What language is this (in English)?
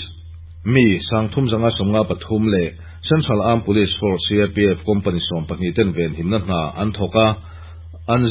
Mizo